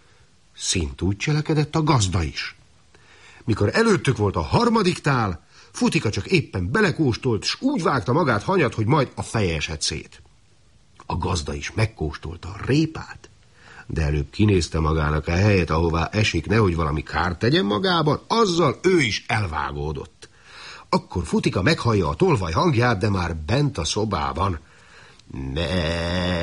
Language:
Hungarian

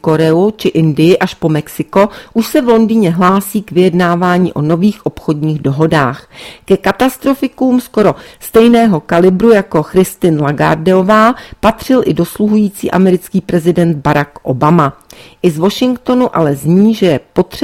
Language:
Czech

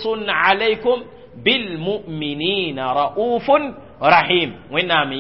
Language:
Mossi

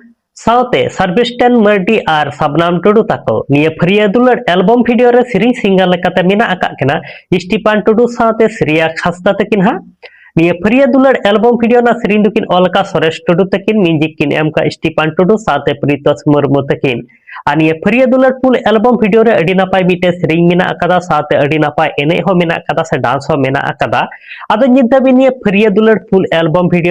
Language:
Santali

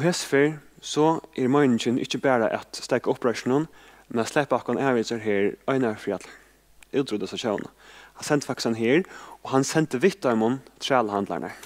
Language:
Faroese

